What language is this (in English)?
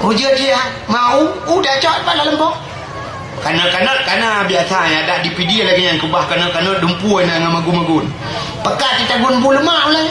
Achinese